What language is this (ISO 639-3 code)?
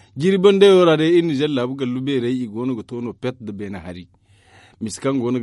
dje